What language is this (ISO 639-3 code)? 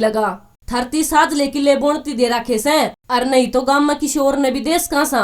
bgc